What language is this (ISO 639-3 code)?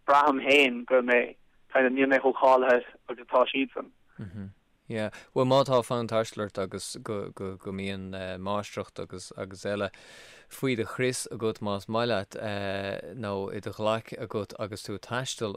gle